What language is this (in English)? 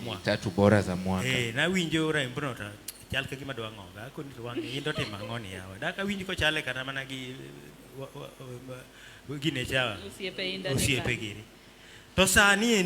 Luo (Kenya and Tanzania)